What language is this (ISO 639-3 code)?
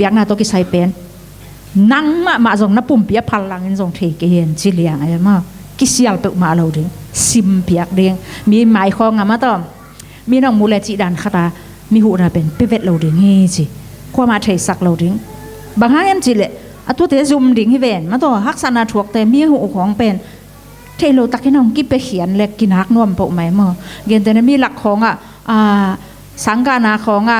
ctd